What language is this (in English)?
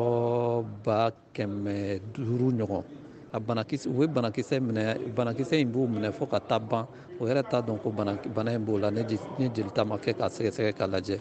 Bambara